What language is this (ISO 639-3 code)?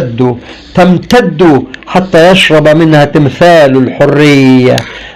arz